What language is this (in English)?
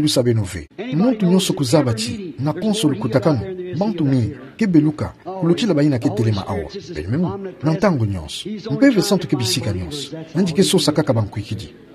Kituba (Democratic Republic of Congo)